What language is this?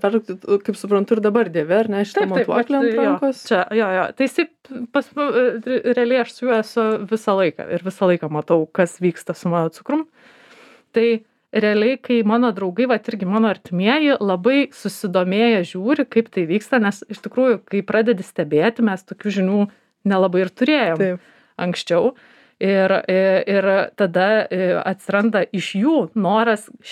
Lithuanian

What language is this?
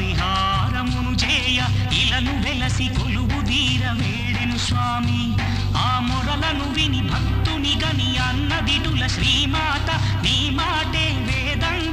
Telugu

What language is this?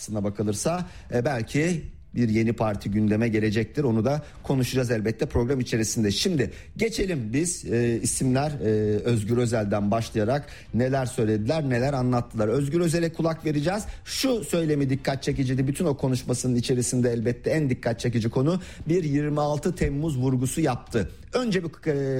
Turkish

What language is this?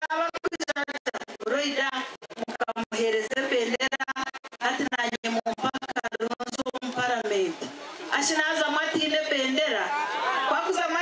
Nyankole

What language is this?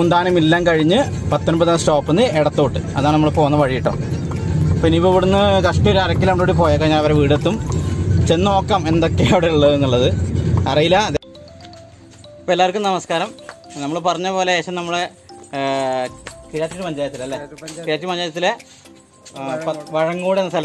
Malayalam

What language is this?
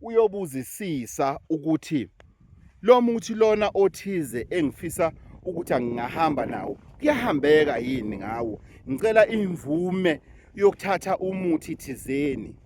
Zulu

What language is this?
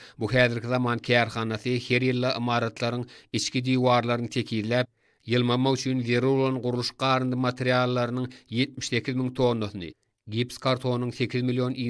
Turkmen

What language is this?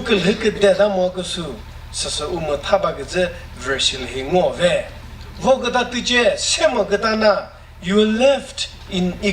Chokri Naga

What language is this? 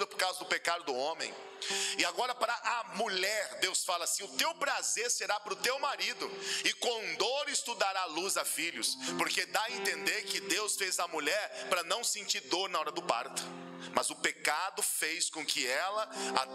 Portuguese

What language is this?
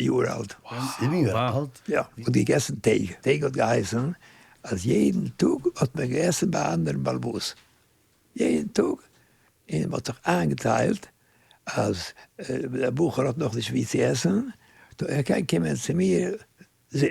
Yiddish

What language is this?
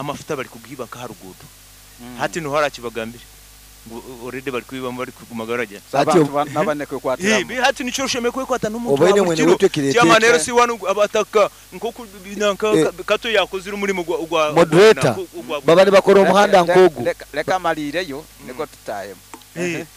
Nyoro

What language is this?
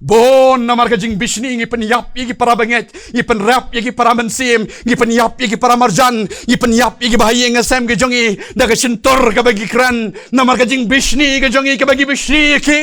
Khasi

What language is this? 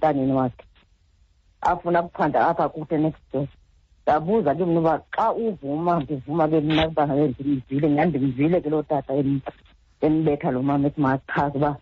Xhosa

